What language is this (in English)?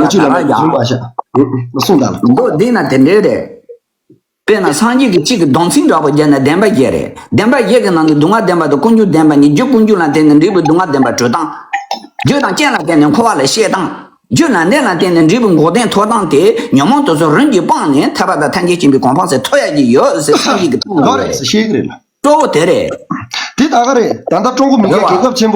Tibetan